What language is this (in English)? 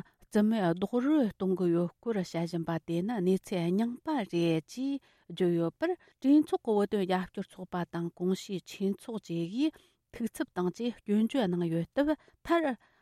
Tibetan